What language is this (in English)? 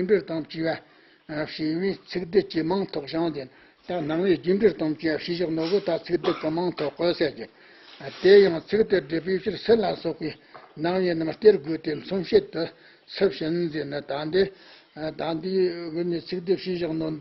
Tibetan